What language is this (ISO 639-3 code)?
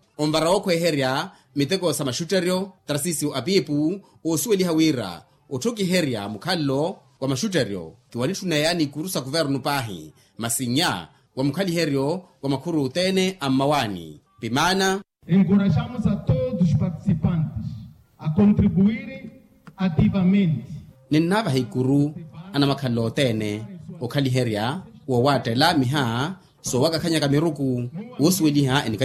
vmw